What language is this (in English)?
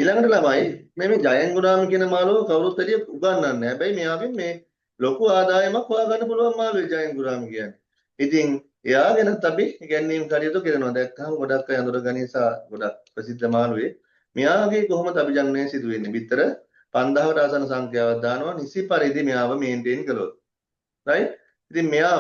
Sinhala